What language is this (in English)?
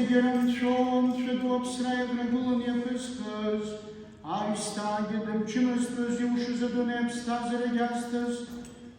Abkhazian